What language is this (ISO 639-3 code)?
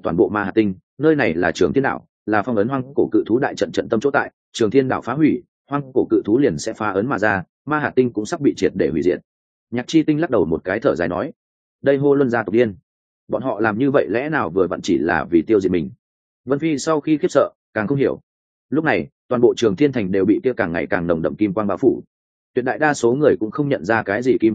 vie